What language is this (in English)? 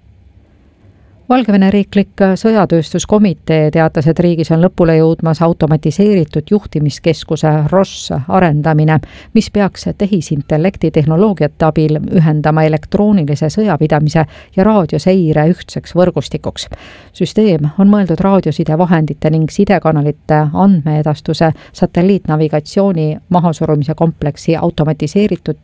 Estonian